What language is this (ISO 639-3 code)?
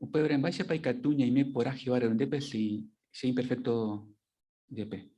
grn